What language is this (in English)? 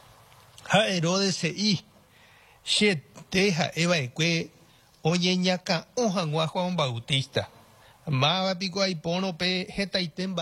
Guarani